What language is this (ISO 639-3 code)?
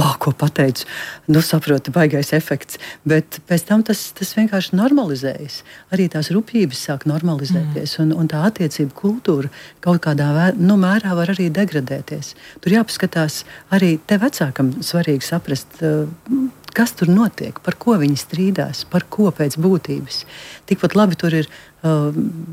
lav